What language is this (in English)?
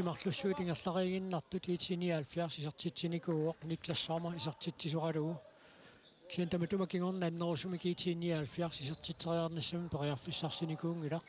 Kalaallisut